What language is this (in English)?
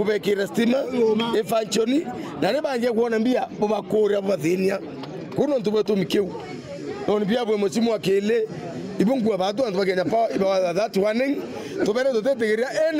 Meru